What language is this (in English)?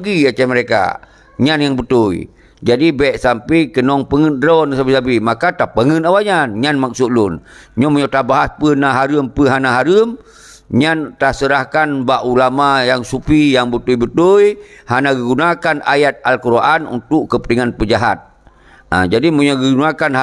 Achinese